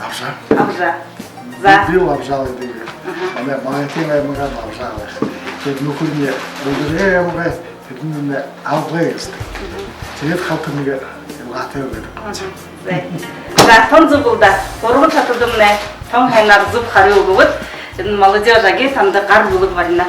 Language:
Buriat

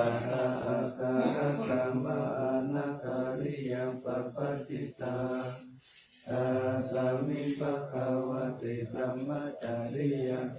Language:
Pali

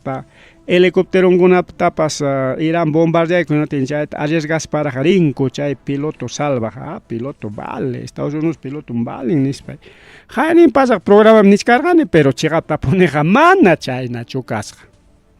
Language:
Ayacucho Quechua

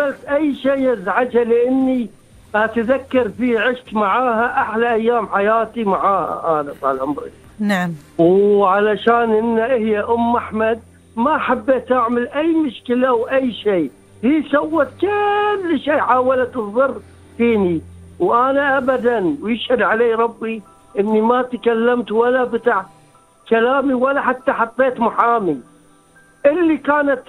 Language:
Gulf Arabic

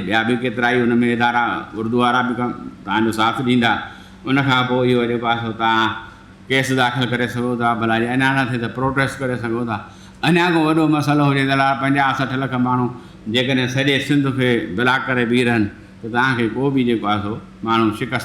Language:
Sindhi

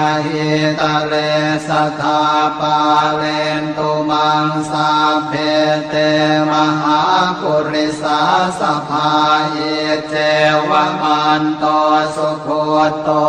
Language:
Pali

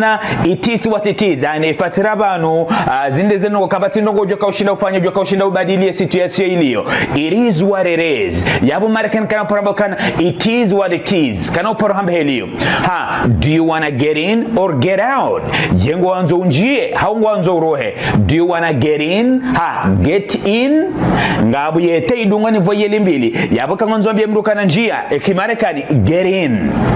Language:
Ngazidja Comorian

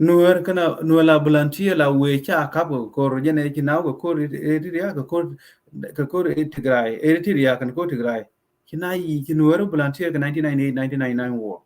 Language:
Nuer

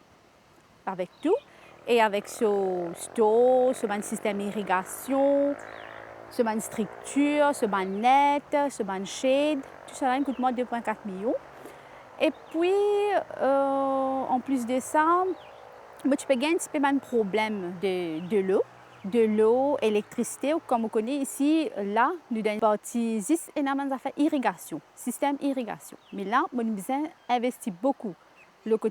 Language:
Morisyen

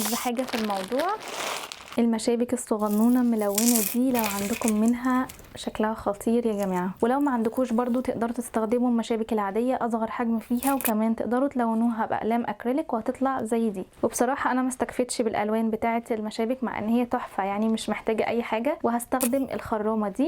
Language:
Egyptian Arabic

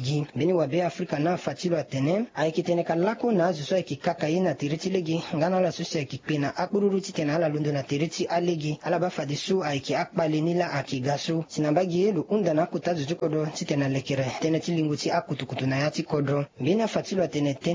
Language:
Sango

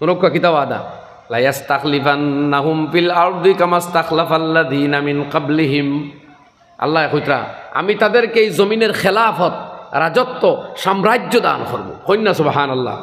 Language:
Sylheti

